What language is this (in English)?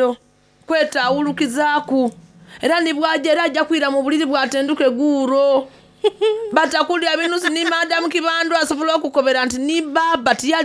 Soga